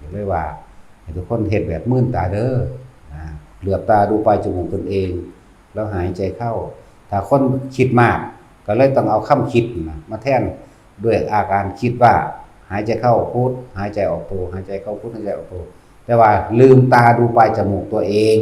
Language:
Northeastern Thai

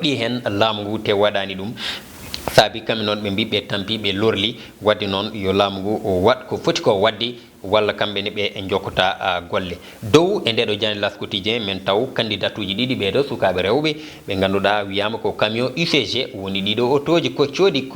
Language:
Fula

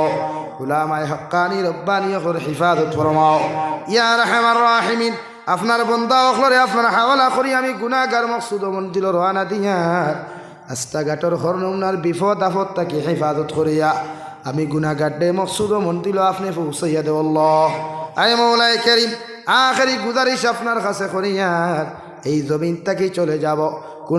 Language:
Sylheti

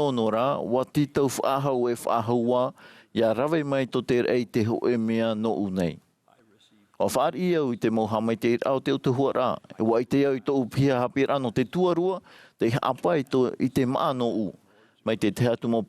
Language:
Tahitian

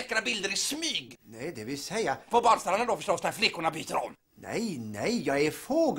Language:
Swedish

